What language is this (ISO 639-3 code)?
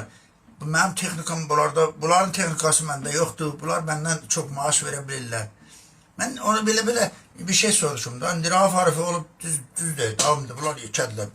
aze